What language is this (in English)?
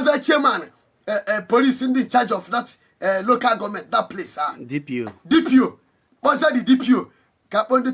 Igbo